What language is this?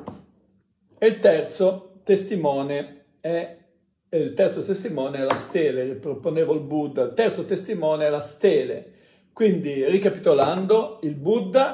Italian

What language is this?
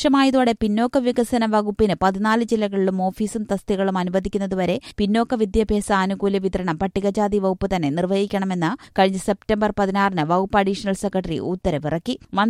Malayalam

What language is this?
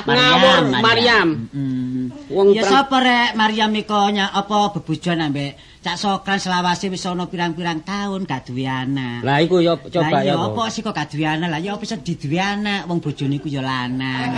Javanese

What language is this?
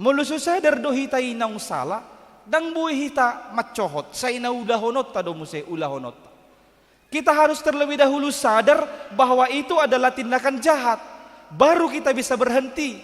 Batak Toba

